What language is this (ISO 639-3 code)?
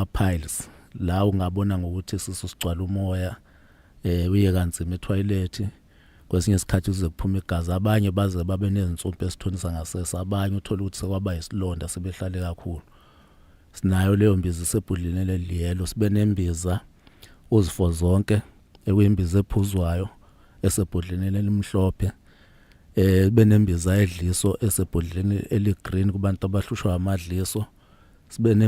zul